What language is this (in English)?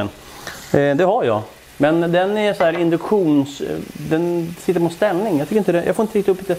Swedish